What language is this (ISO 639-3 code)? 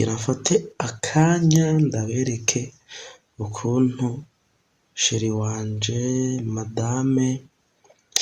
run